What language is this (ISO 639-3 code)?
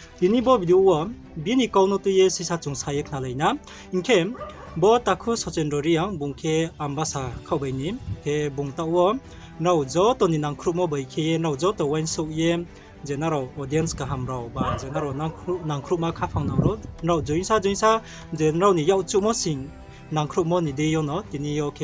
ria